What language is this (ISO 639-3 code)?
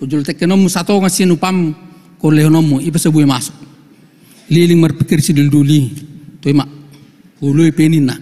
bbc